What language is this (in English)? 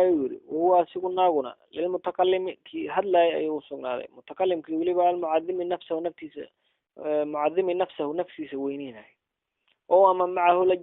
Somali